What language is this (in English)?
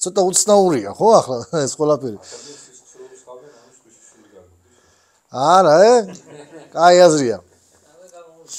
Georgian